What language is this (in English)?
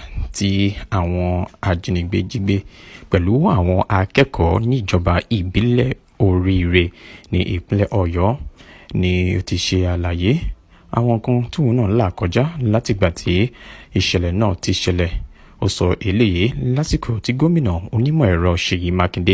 Yoruba